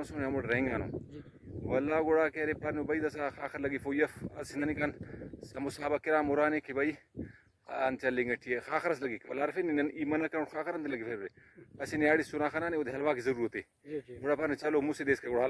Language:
Brahui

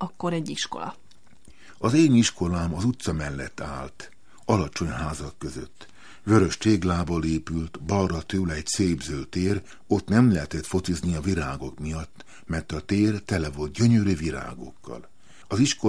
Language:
Hungarian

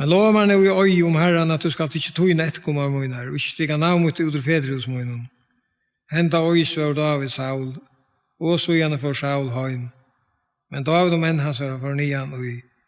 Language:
Faroese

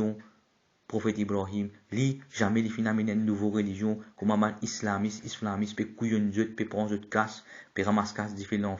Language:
Morisyen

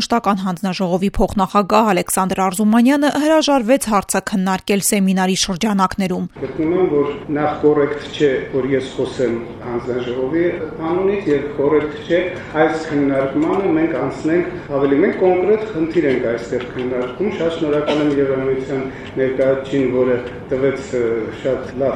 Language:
Armenian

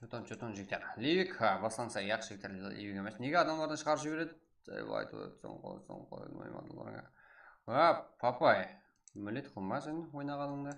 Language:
Kara-Kalpak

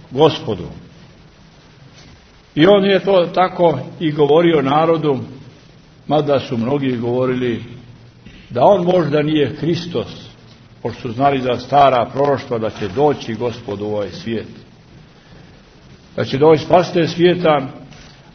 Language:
Serbian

